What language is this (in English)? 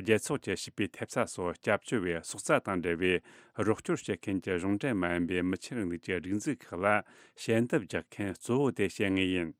Tibetan